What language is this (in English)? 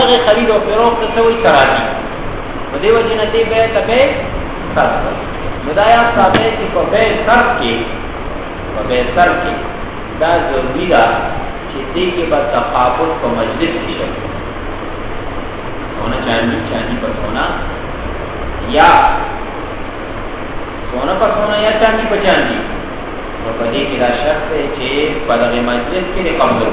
Urdu